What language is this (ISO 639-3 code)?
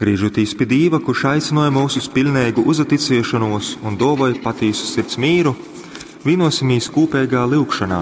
ltg